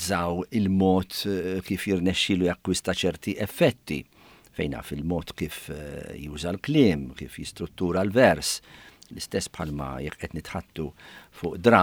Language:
Maltese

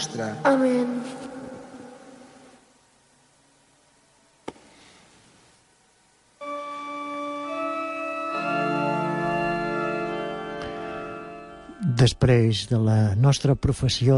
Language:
Catalan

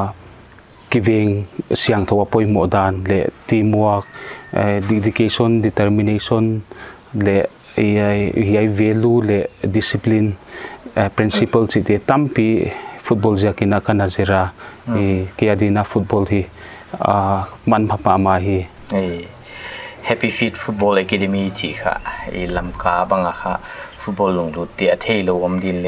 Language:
Paite Chin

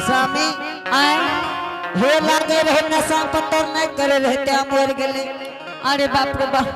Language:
Angika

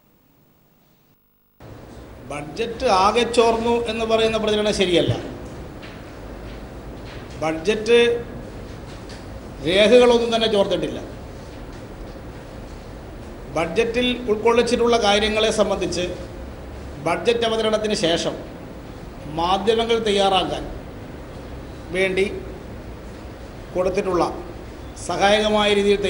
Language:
Malayalam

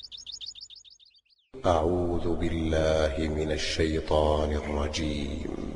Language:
Malayalam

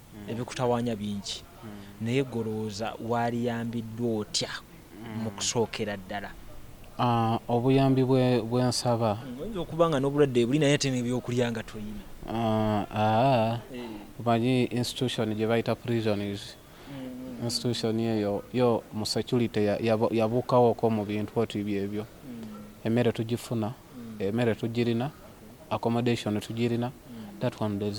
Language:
Ganda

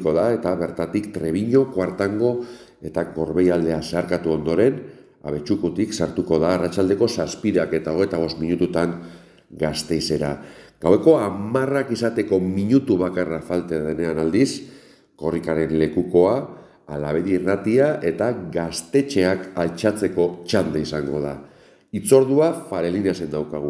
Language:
Basque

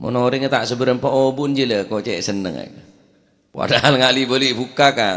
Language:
Madurese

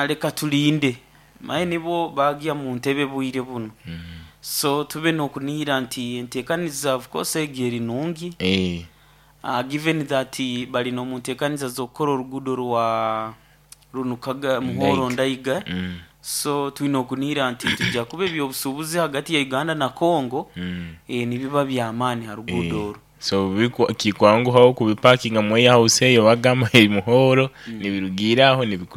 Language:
Nyoro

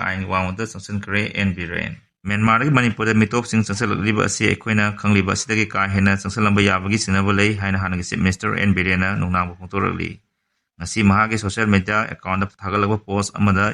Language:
Manipuri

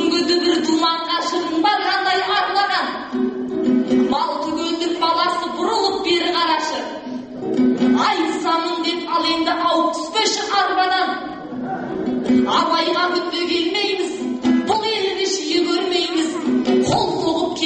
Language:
Kazakh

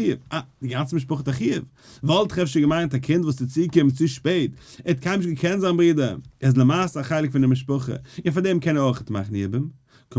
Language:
Yiddish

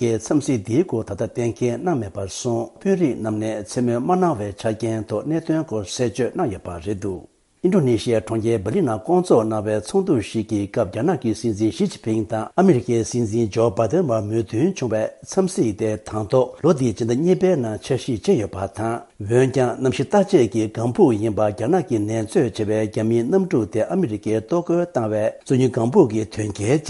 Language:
Tibetan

